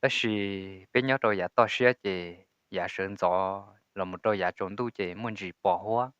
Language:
Hmong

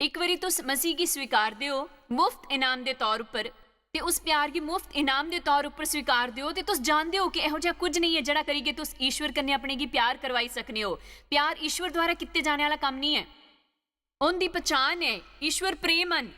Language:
Dogri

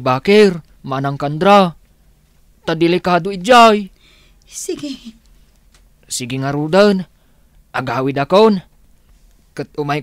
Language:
Iloko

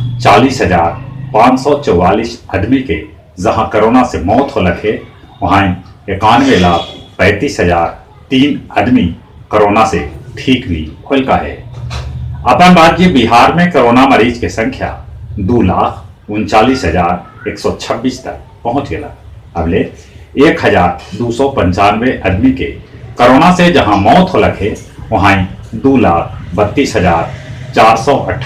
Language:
Magahi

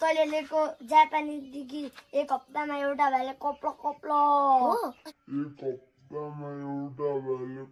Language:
Nepali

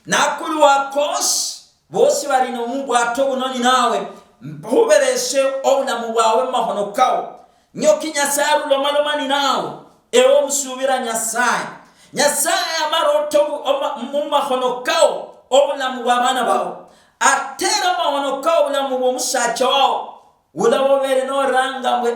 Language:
Luyia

